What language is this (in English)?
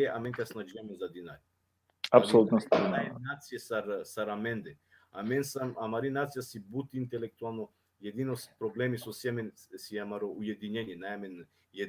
Balkan Romani